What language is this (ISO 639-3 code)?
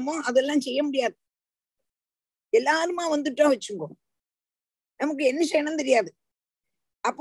tam